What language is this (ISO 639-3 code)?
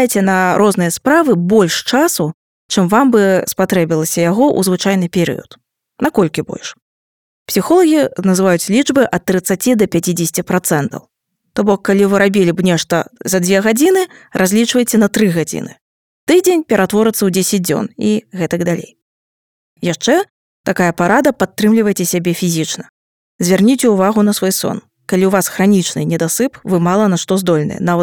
bel